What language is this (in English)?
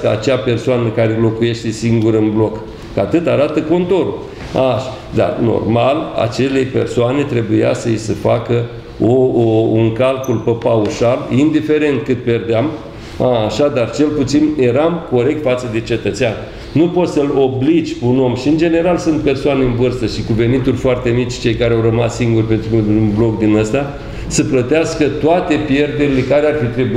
Romanian